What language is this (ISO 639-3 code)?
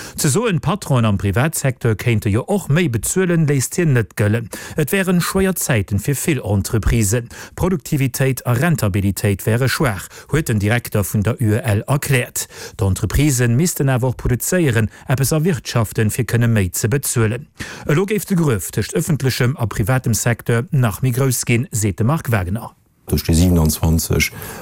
ltz